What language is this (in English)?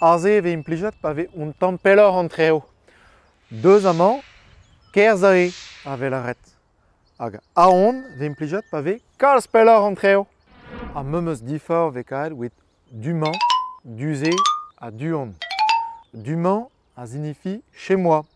Breton